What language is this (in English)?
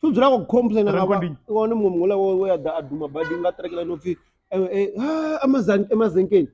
Venda